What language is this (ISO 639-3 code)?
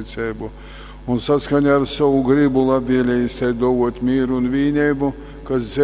ltg